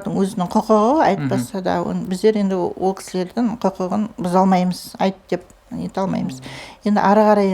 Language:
Kazakh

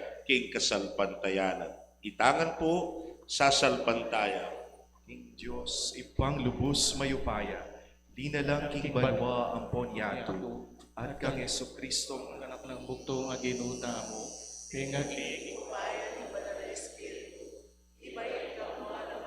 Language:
Pampanga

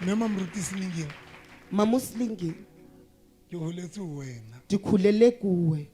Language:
Southern Sotho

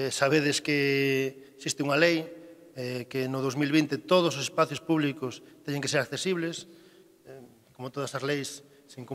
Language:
Galician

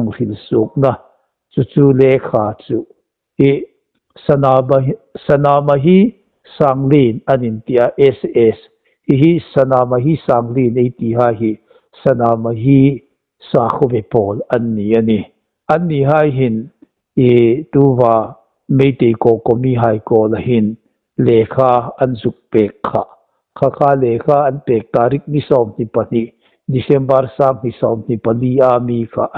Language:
Hmar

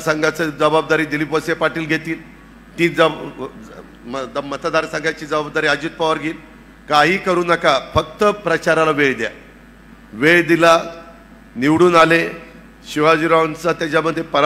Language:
Marathi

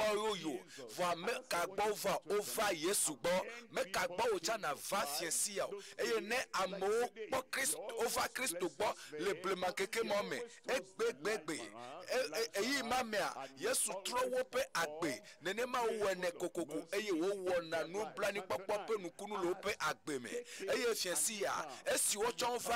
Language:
Ewe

